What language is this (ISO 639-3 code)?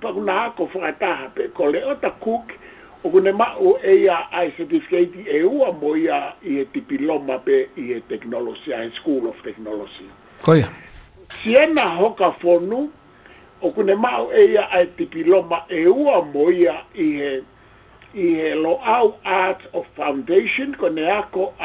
ton